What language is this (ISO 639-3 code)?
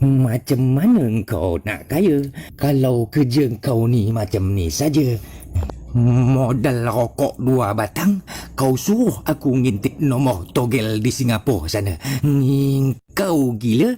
min